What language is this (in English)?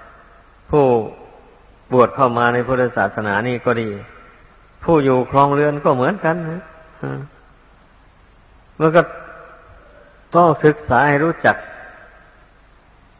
Thai